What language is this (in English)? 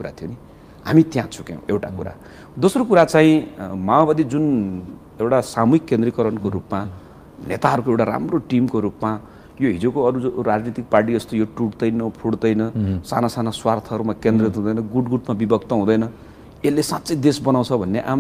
Nepali